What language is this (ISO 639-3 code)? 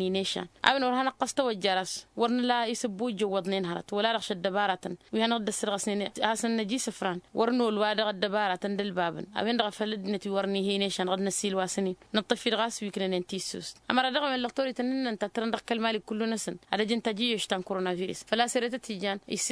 taq